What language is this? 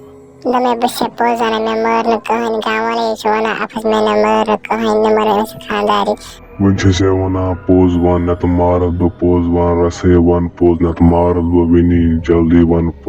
Kashmiri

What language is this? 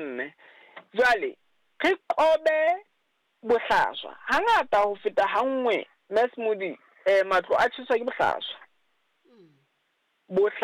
Southern Sotho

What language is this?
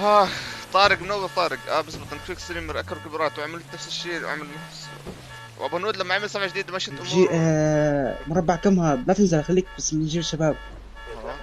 North Levantine Arabic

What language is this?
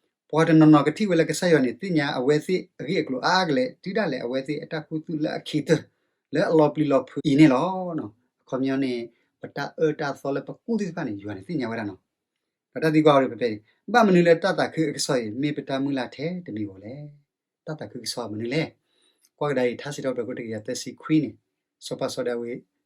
S'gaw Karen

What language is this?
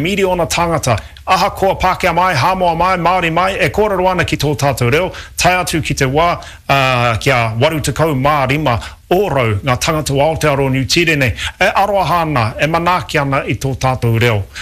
Māori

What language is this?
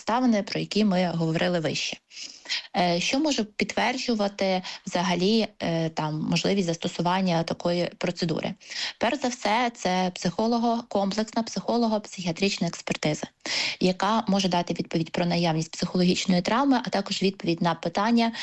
Ukrainian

